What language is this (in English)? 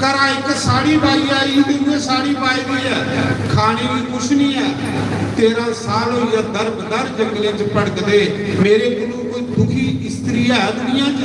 Dogri